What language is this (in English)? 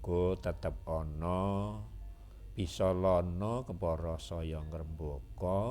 Javanese